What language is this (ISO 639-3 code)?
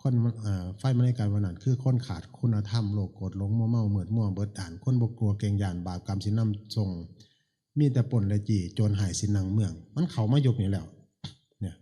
tts